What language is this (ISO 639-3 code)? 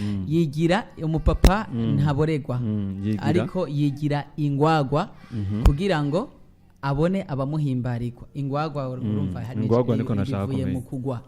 run